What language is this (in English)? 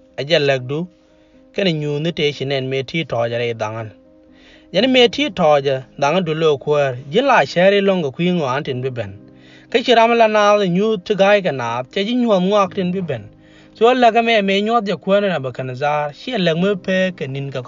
Nuer